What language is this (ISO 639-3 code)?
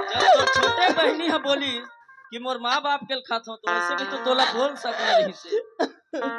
hne